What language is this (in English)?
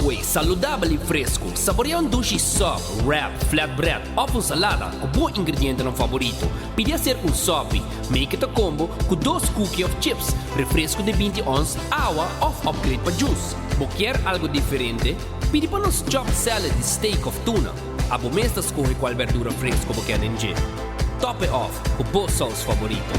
Papiamento